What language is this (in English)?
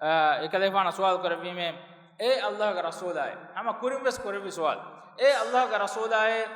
Divehi